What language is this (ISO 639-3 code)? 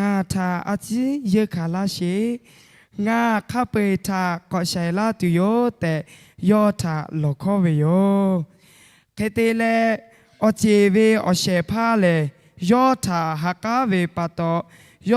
lhu